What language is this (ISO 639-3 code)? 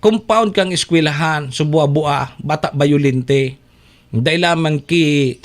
bik